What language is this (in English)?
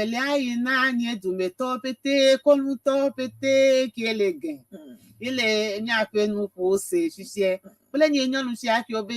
Ewe